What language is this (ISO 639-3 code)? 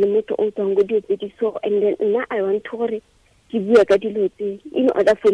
tsn